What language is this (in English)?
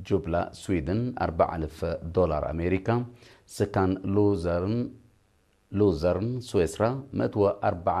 Tigre